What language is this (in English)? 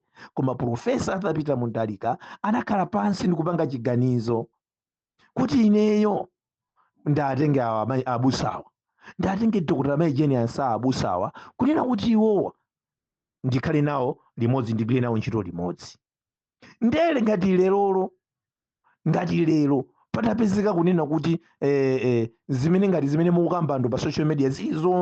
Nyanja